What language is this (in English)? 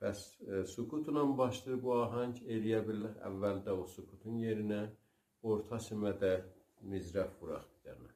South Azerbaijani